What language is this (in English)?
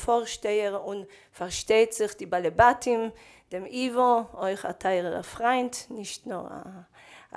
Yiddish